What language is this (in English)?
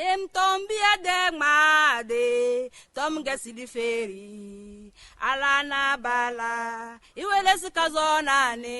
Tem